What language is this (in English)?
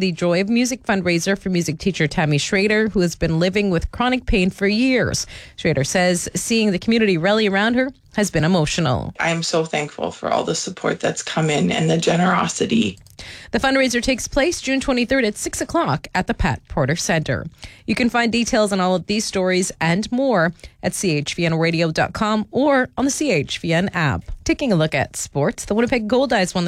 English